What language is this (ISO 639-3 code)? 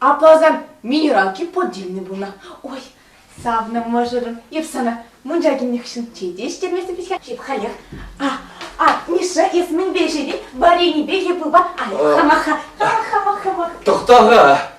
chv